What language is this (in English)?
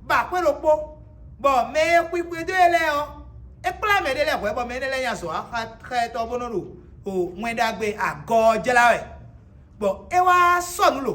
Fon